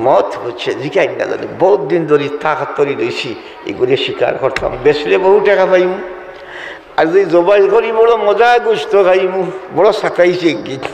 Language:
Sylheti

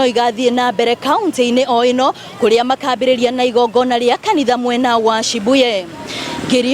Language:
Kikuyu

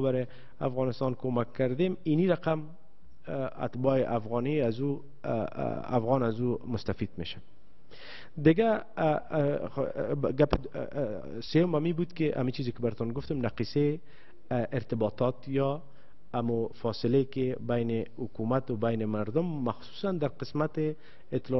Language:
Persian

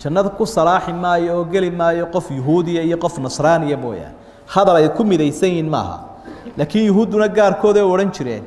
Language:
Somali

